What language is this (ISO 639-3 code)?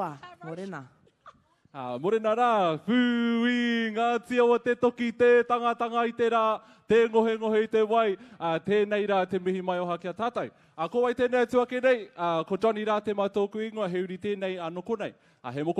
mri